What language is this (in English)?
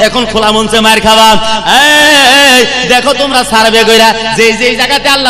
Bangla